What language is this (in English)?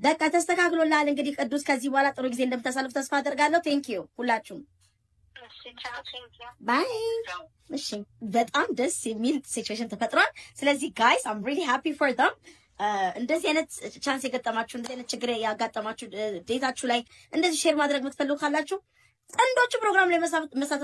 Amharic